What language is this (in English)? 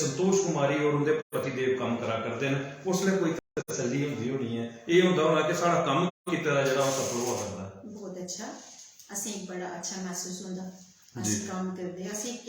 Dogri